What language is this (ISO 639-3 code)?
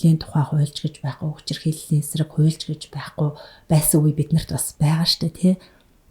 mon